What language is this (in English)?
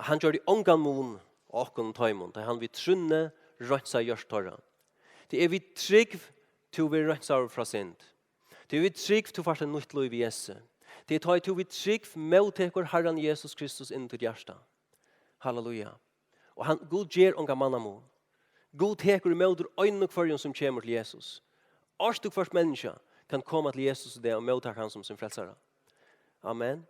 Faroese